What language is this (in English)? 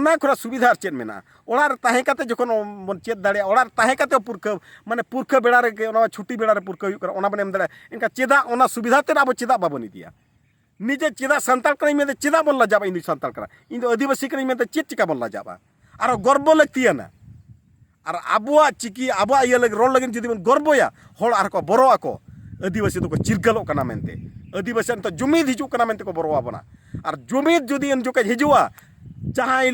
Santali